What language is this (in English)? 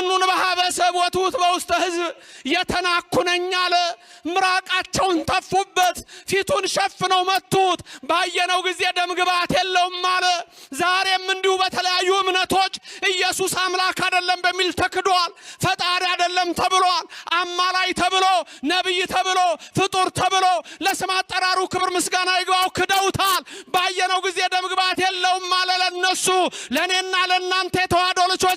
Amharic